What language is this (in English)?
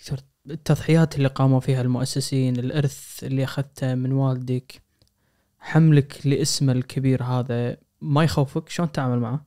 Najdi Arabic